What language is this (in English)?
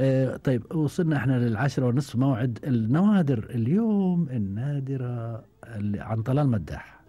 Gulf Arabic